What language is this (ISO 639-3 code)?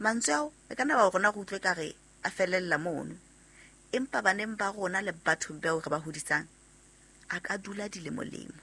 sot